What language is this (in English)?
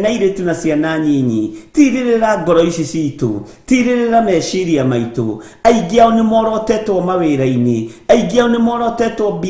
Kikuyu